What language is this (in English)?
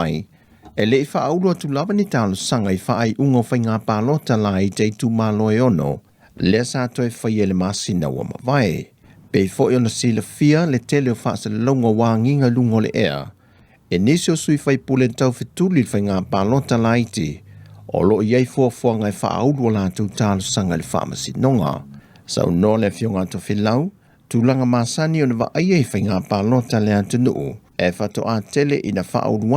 Samoan